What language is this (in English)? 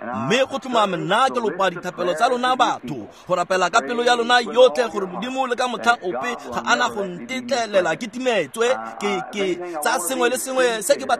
Tswana